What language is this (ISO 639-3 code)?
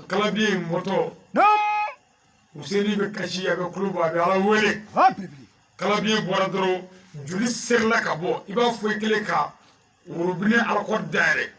bam